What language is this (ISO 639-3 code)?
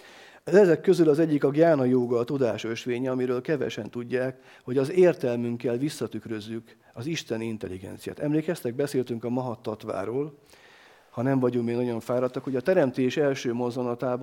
hun